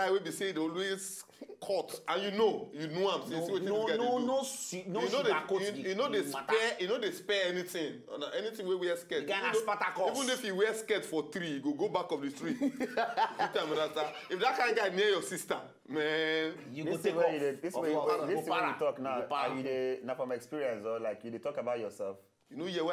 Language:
Nigerian Pidgin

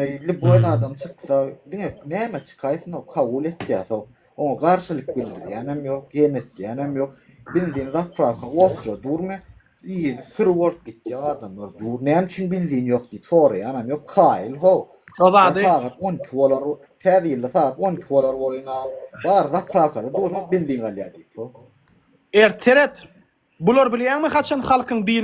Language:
Turkmen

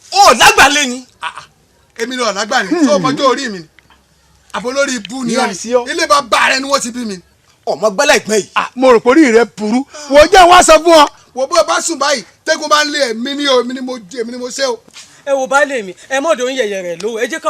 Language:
Yoruba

